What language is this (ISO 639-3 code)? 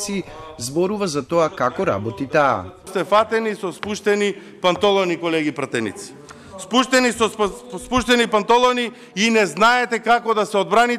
mkd